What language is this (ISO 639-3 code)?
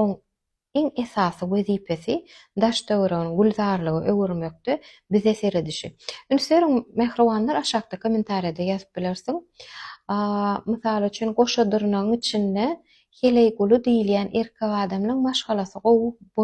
tuk